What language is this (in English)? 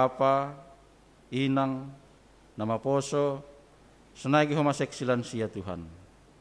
Batak Simalungun